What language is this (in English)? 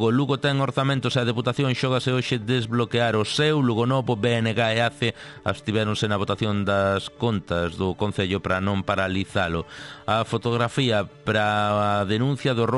Galician